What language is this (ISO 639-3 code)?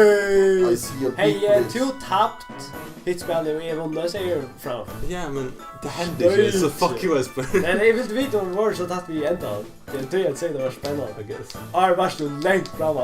fao